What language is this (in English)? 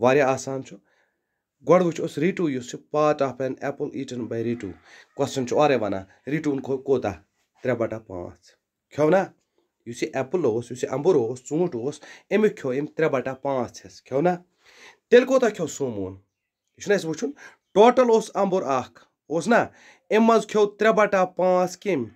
Kashmiri